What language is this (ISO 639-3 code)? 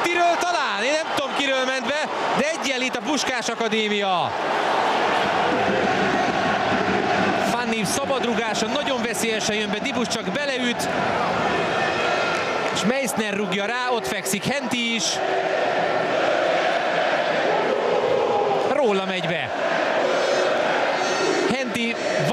hun